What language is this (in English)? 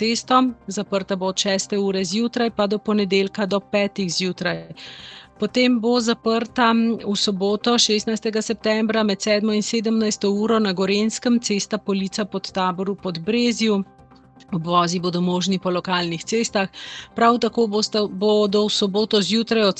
Slovenian